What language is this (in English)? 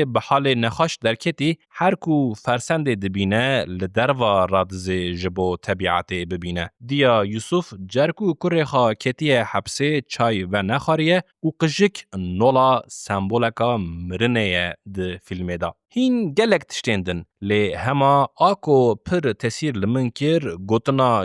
Kurdish